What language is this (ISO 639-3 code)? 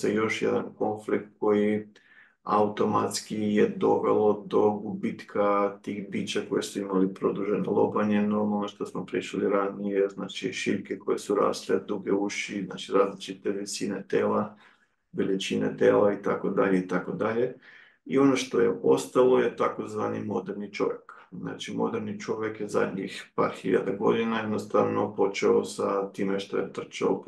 srp